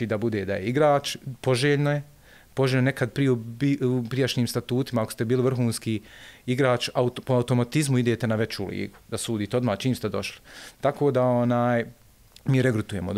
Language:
Bosnian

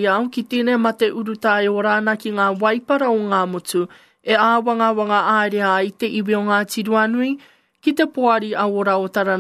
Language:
Māori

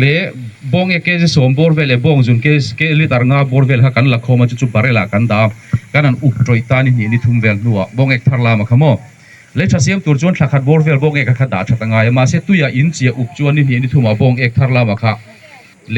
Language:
Mizo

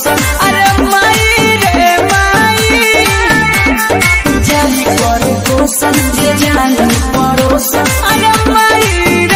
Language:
Bhojpuri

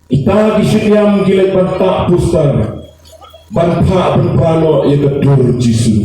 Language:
Khasi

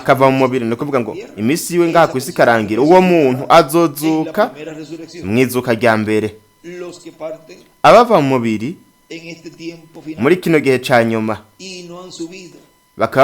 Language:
Rundi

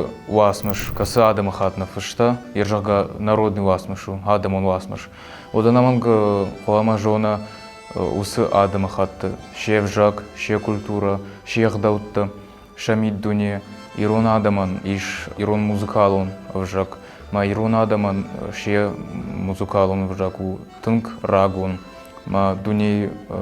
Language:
Ossetic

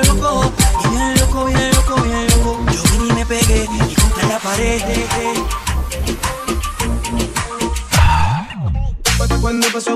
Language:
Spanish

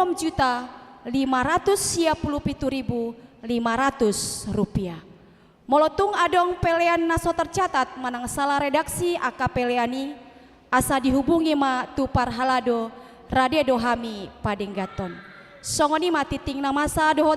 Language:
Batak Toba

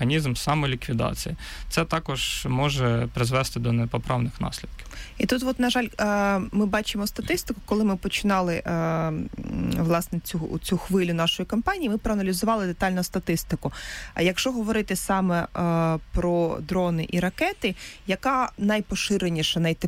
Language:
Ukrainian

